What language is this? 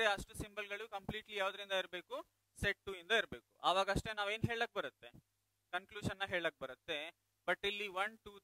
Kannada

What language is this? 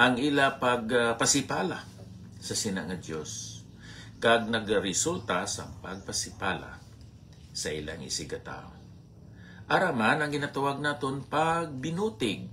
Hiligaynon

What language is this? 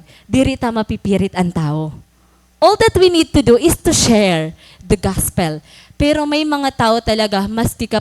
Waray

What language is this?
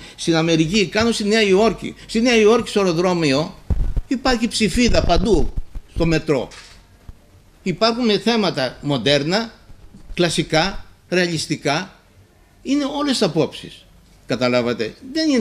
Greek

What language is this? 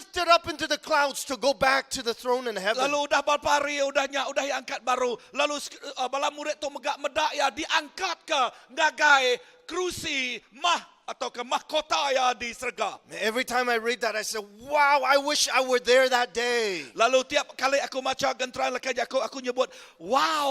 Iban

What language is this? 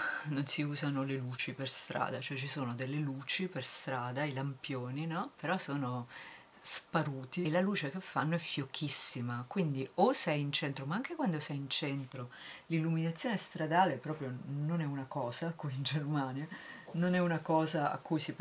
Italian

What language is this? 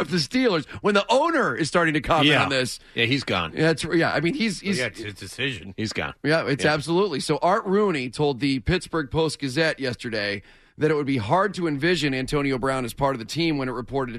English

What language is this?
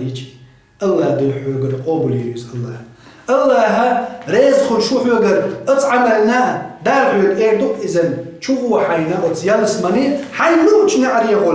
Chechen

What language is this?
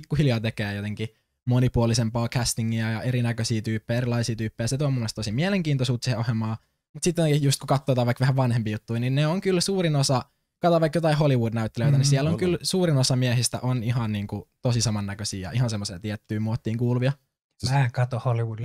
Finnish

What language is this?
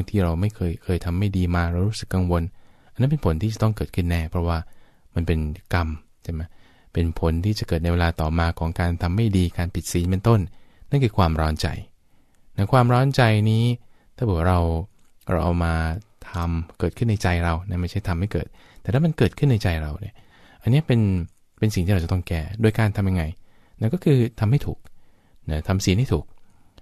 Thai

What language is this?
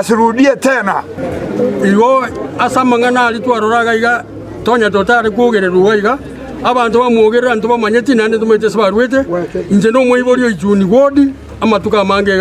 Gusii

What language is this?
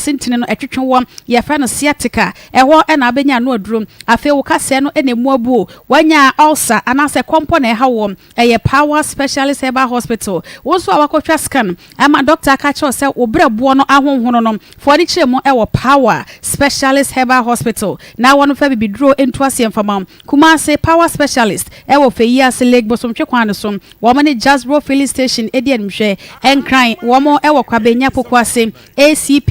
Akan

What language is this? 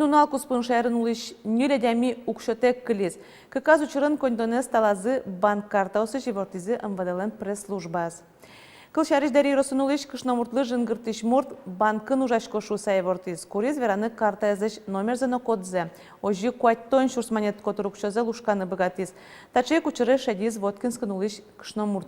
Udmurt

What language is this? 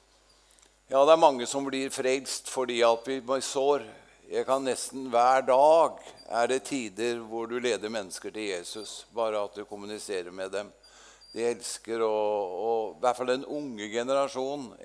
Norwegian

